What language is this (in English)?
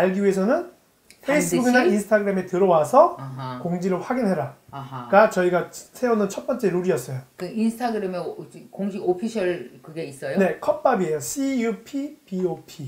Korean